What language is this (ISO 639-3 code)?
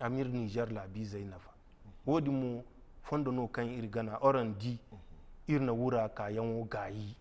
dje